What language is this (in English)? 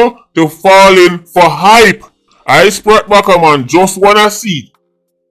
Jamaican Creole English